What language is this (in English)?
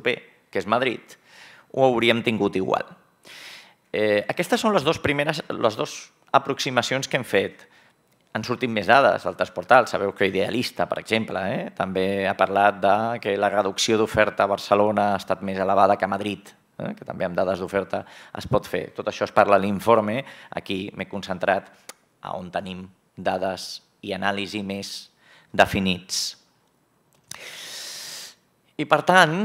Catalan